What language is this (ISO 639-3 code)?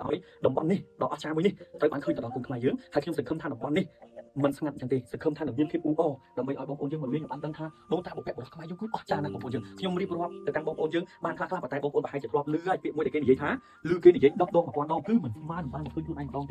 khm